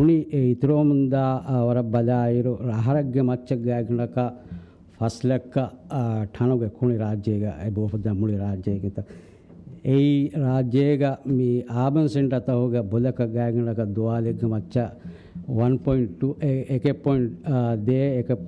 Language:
Divehi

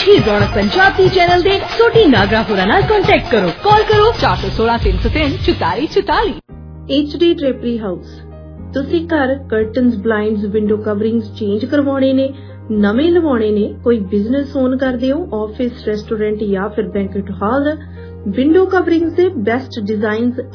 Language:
Punjabi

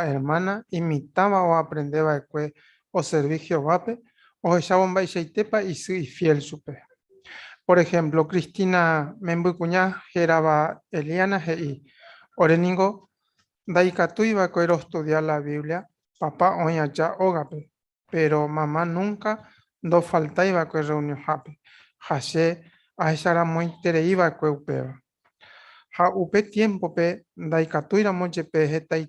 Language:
Guarani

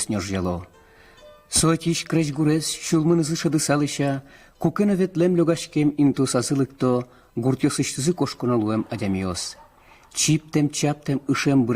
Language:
Udmurt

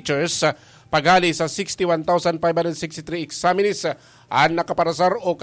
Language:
Bikol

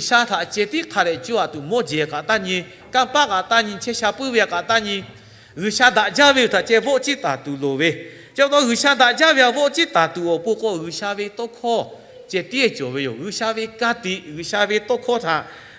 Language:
Lahu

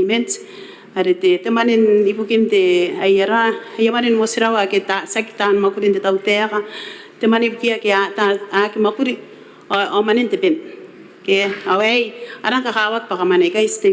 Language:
Gilbertese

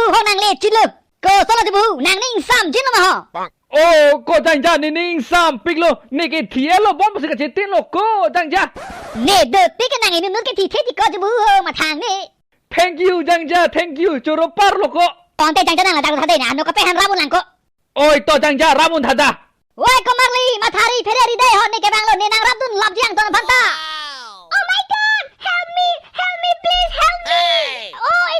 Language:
Karbi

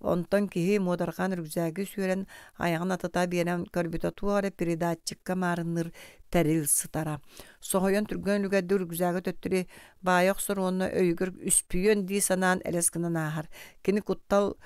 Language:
Yakut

